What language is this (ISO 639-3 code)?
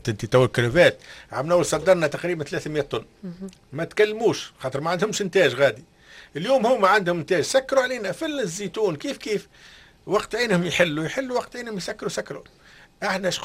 aeb